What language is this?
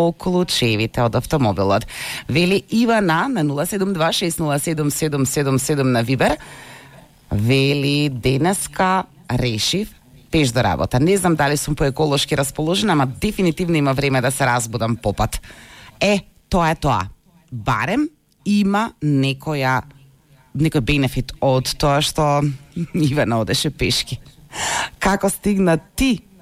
Macedonian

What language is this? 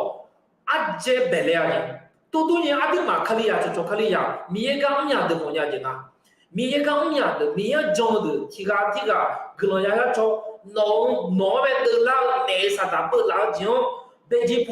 Akha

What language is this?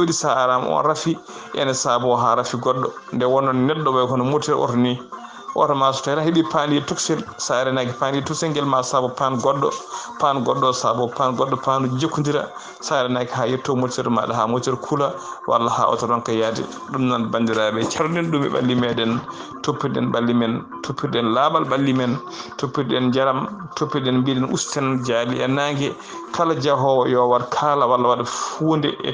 Fula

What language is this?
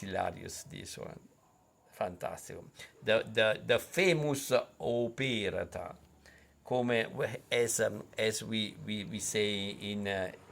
Neapolitan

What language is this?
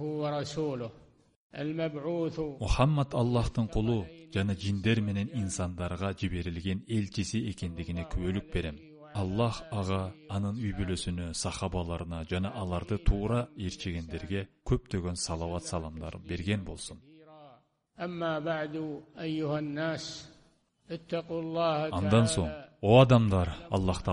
Kyrgyz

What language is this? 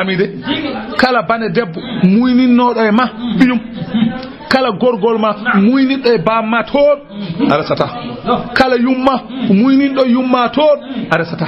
Fula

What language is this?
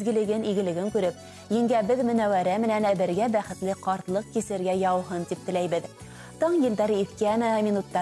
Bashkir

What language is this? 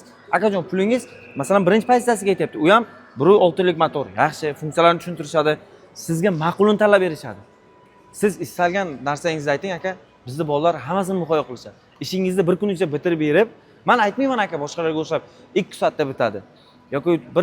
Uzbek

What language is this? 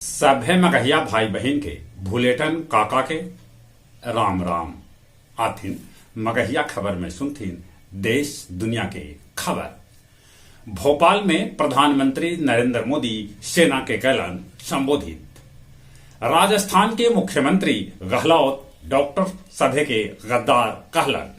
Magahi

